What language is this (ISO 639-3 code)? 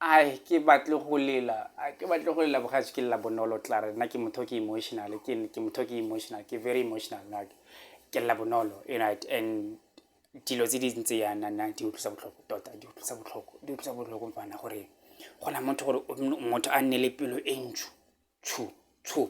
tsn